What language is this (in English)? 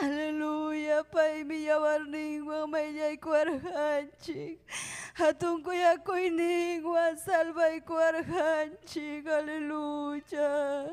Ayacucho Quechua